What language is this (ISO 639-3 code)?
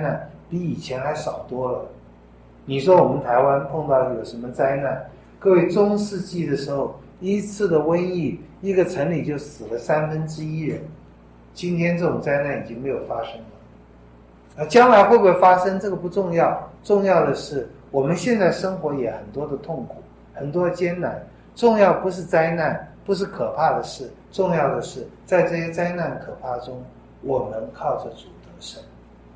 zho